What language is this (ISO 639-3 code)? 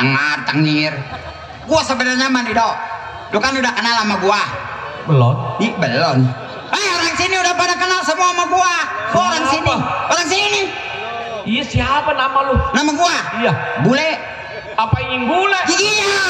bew